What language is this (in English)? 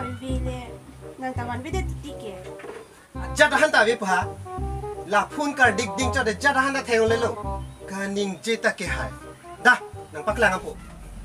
Karbi